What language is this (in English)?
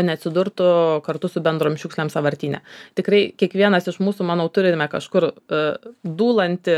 Lithuanian